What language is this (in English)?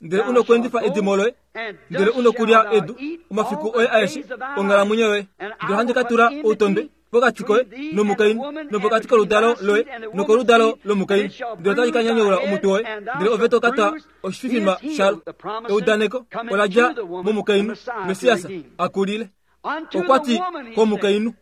Kuanyama